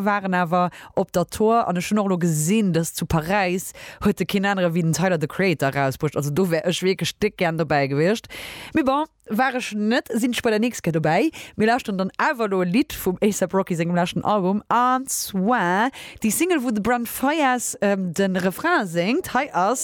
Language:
Luxembourgish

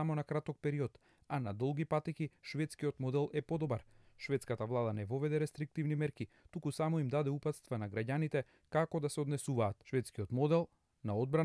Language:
Macedonian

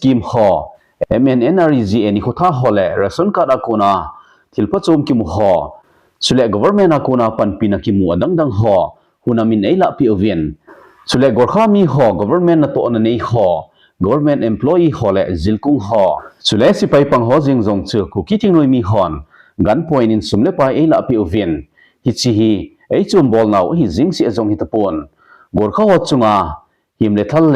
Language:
Thado Chin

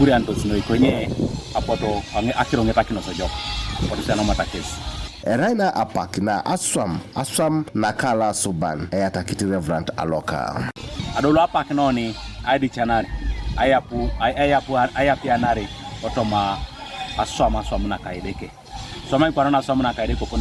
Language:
Teso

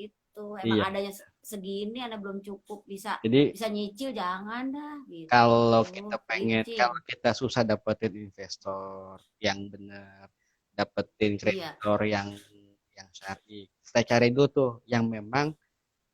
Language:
Betawi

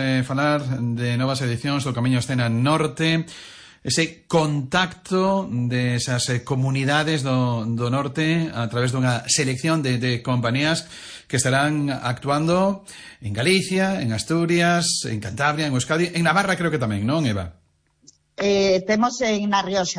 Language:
Galician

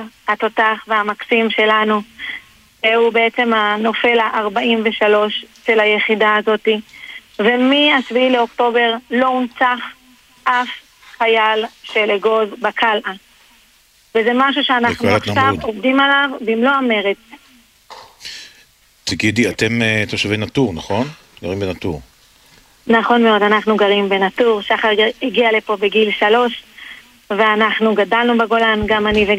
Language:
Hebrew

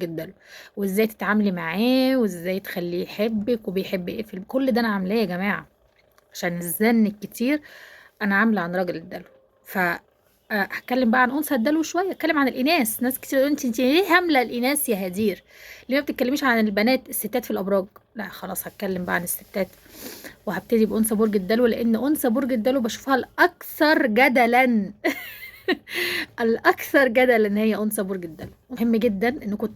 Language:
Egyptian Arabic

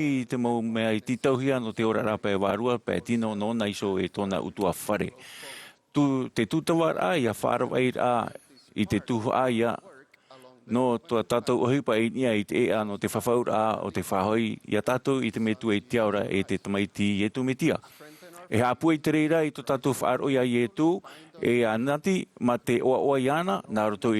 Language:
Tahitian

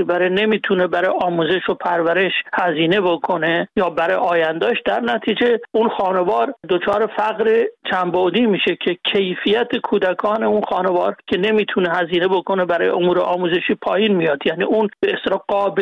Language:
Persian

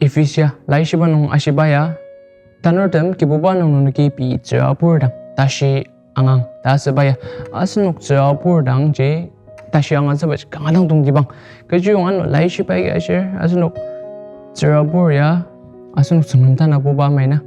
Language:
Ao Naga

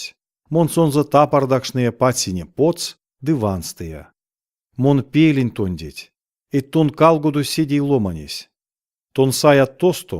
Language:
Erzya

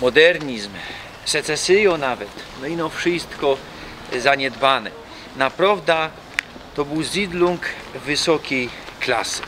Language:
Silesian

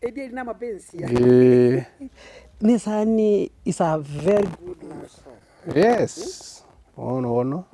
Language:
Gusii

